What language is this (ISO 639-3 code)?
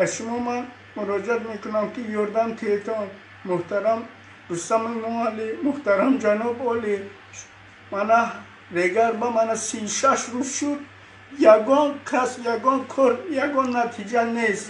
tgk